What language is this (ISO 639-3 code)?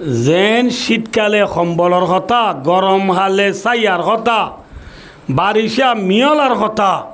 rhg